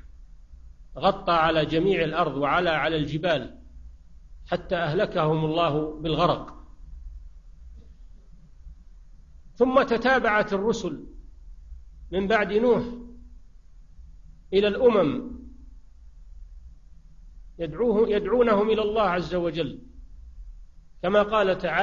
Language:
Arabic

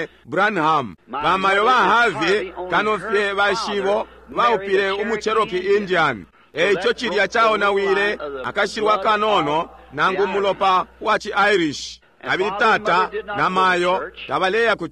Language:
Bemba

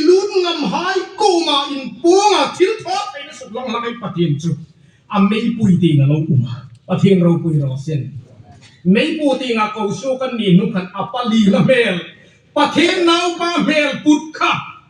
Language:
Hmar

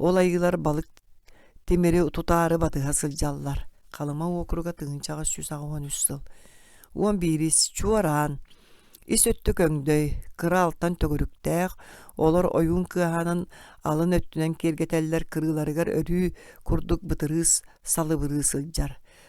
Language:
Yakut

